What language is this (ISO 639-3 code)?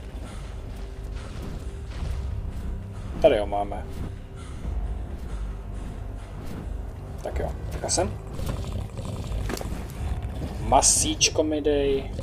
ces